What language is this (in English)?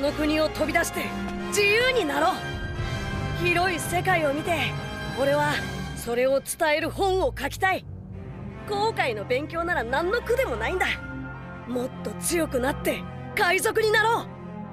Japanese